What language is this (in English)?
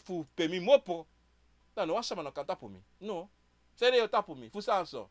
Sranan Tongo